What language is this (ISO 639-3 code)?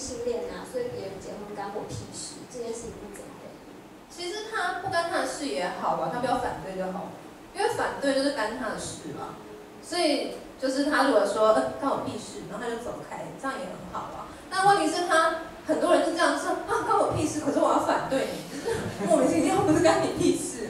zho